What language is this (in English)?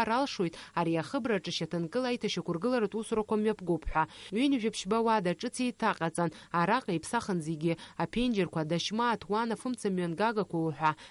Abkhazian